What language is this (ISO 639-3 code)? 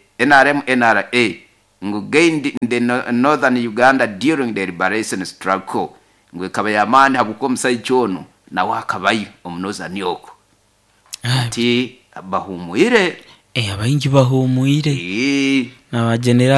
nyo